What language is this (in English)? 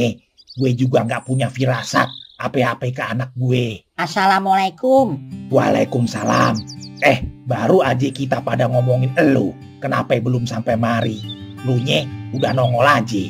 Betawi